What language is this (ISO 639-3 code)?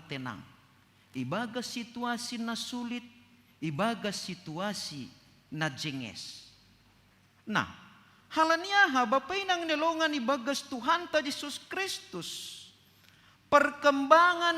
bts